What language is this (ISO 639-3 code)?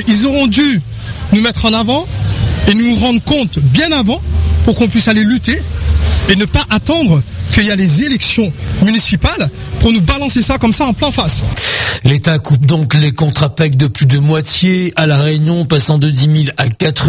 fra